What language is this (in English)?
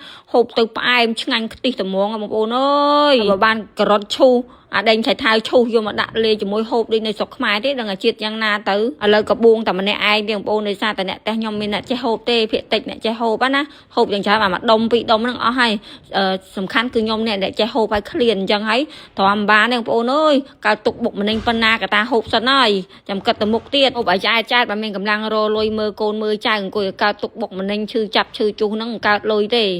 Khmer